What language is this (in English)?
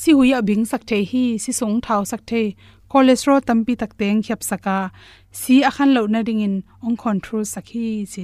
Tedim Chin